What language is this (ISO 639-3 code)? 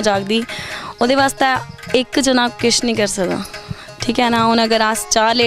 doi